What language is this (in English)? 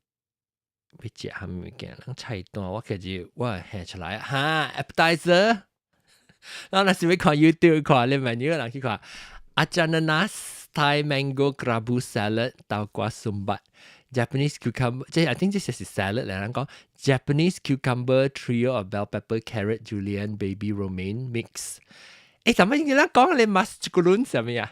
Min Nan Chinese